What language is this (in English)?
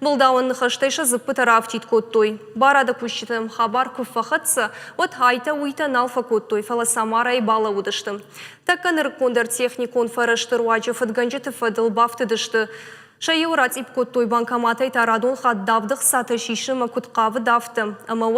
Ossetic